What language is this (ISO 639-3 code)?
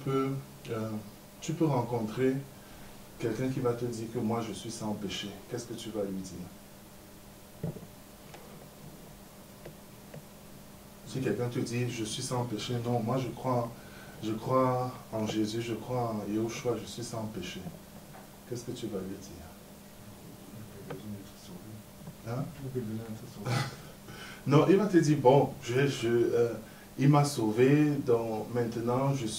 fra